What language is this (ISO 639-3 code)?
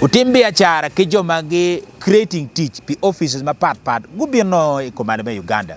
ach